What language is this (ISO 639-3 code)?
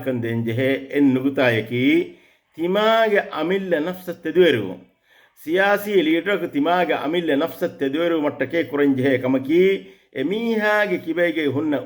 div